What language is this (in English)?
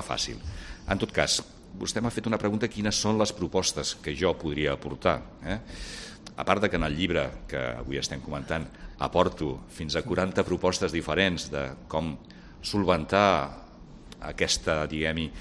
Catalan